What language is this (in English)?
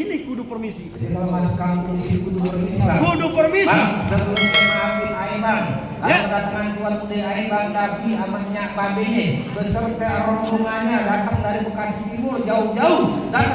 Betawi